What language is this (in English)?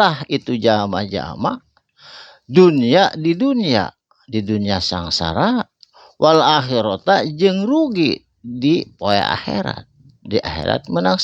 Sundanese